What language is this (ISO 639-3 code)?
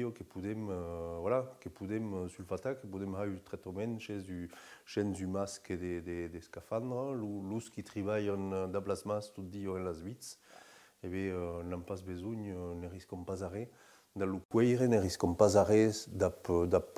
oci